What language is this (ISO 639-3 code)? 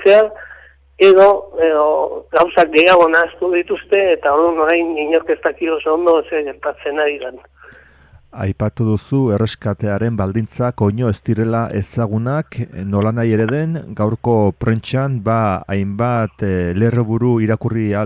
eus